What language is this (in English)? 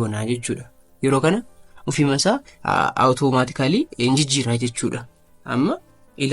Oromo